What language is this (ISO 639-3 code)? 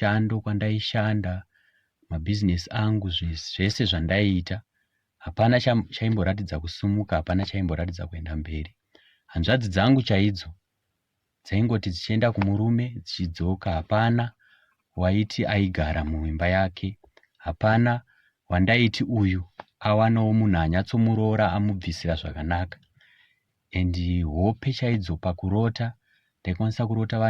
sna